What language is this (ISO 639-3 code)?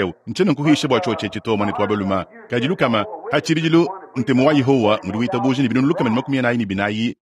lua